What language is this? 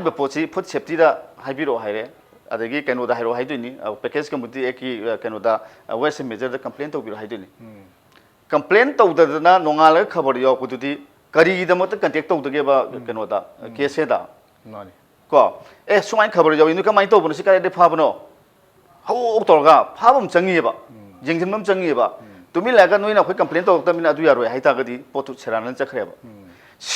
Manipuri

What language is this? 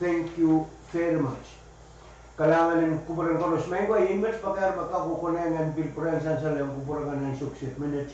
Pohnpeian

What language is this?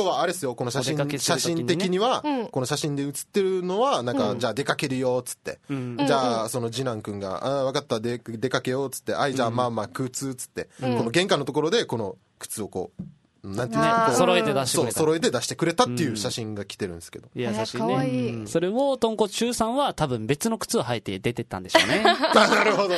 Japanese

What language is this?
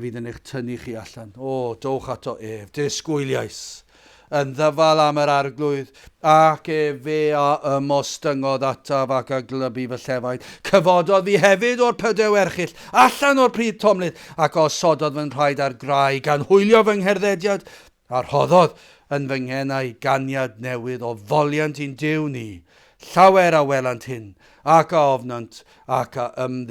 Welsh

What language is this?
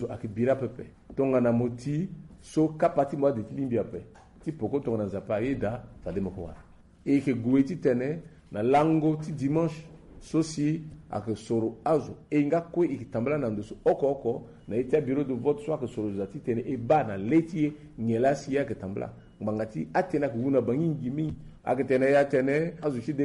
Sango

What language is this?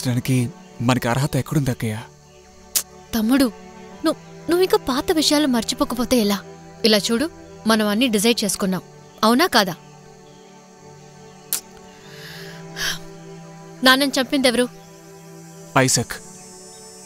Telugu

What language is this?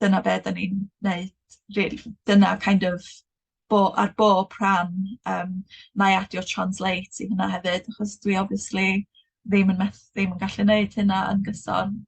Welsh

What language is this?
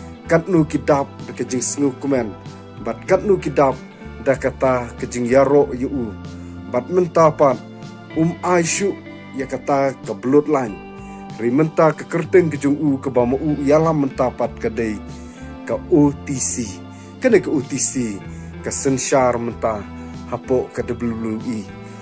Khasi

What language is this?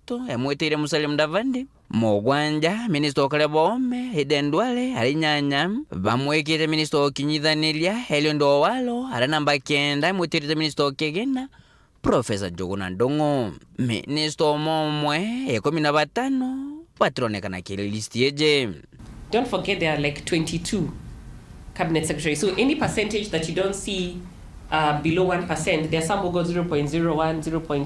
Meru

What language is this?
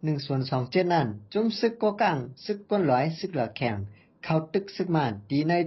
Shan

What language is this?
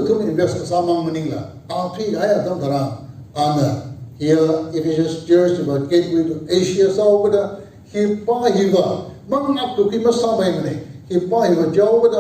Tangkhul Naga (India)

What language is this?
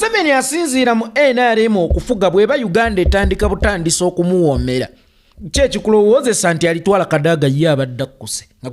Ganda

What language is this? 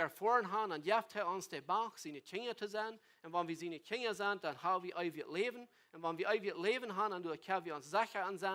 Plautdietsch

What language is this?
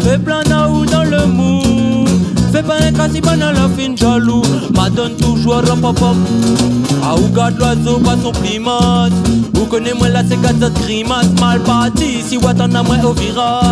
Réunion Creole French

